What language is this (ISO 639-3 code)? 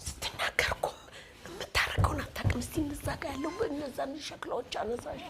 amh